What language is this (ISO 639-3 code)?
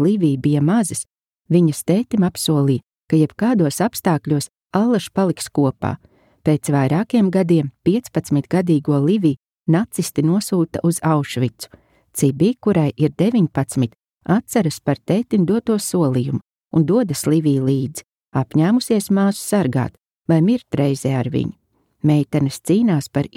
lav